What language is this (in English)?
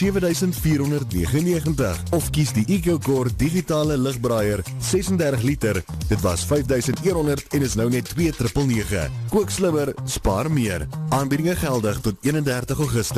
Afrikaans